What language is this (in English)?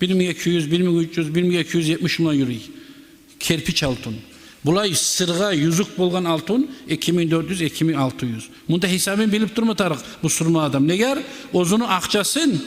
Kumyk